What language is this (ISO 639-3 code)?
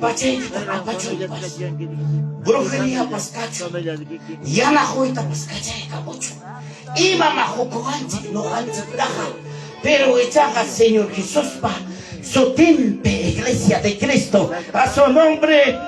quy